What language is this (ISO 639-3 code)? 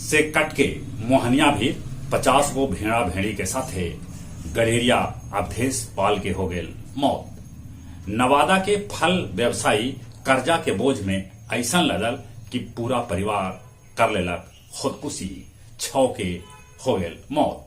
mag